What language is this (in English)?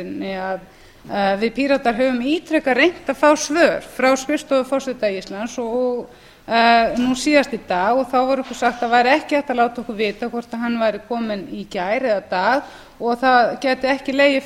Icelandic